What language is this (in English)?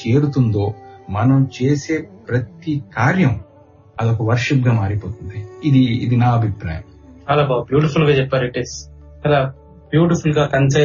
Telugu